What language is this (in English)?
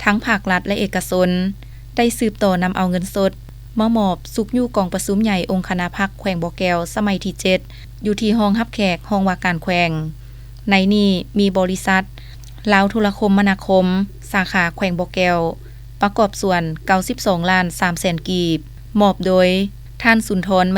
Lao